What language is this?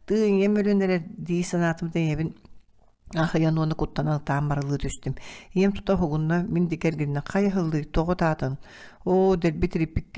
Yakut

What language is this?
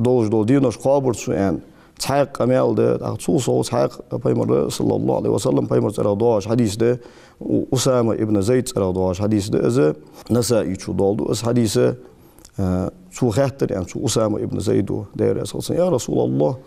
Ingush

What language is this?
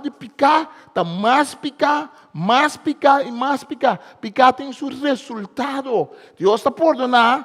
Papiamento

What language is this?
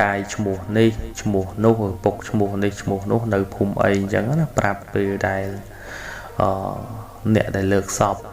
Khmer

